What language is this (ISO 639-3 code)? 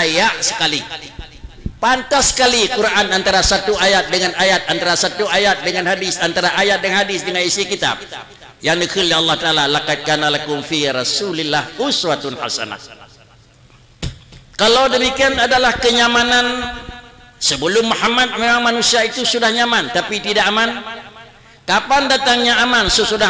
ace